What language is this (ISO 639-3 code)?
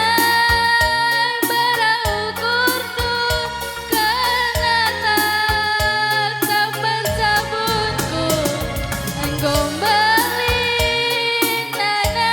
btx